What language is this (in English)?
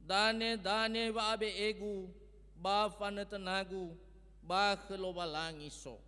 Nias